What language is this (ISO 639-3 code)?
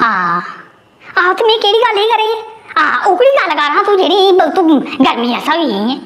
doi